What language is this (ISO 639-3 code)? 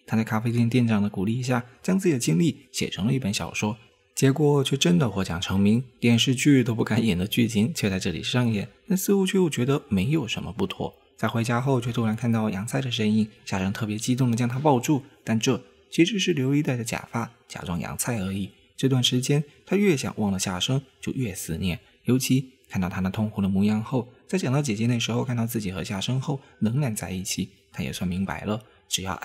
zho